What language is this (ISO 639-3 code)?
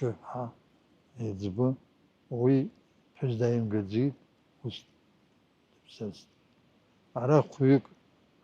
abk